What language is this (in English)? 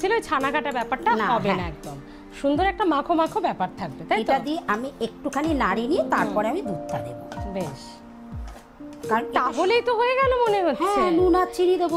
Bangla